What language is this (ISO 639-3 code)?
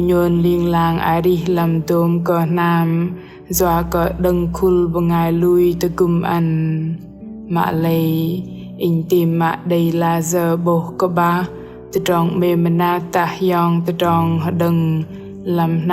bdq